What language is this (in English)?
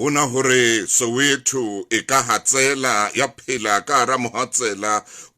Southern Sotho